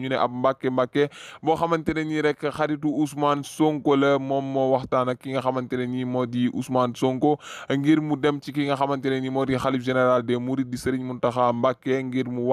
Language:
Wolof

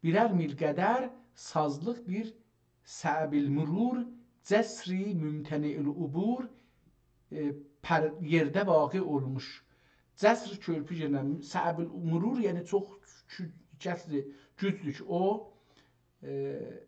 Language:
South Azerbaijani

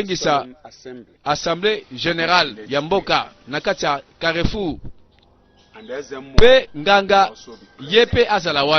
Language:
Lingala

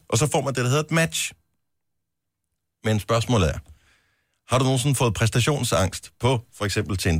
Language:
Danish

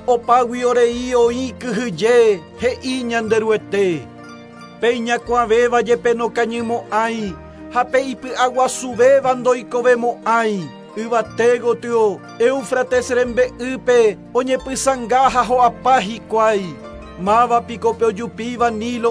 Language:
Guarani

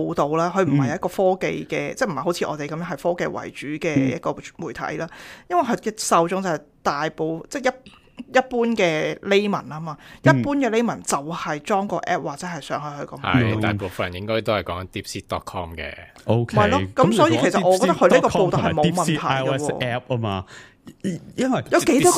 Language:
Cantonese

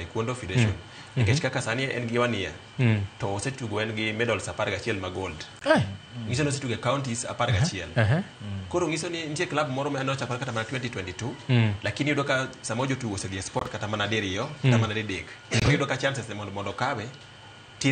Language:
Luo (Kenya and Tanzania)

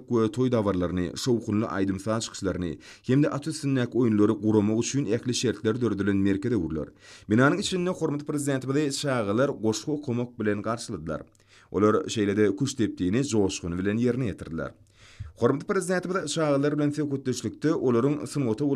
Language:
Turkmen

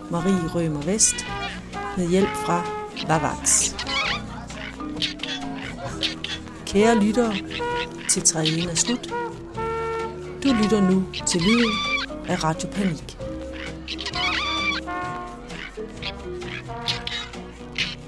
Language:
Danish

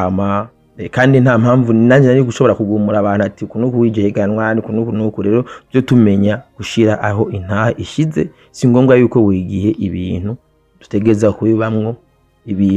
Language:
Rundi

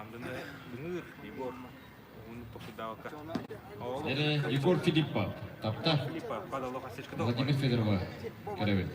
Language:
Yakut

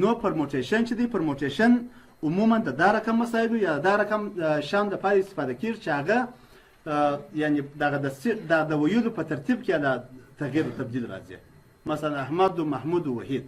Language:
Pashto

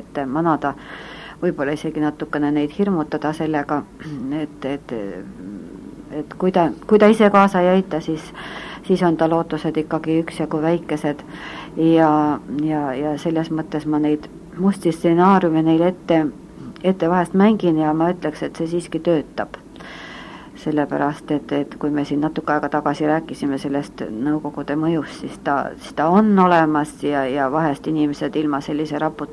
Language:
Estonian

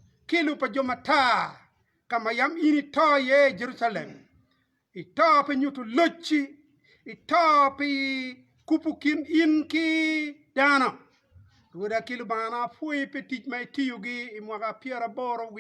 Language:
Acoli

